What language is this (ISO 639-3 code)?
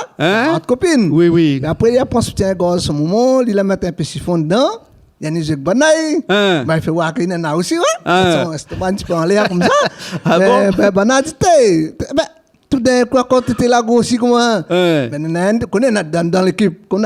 rcf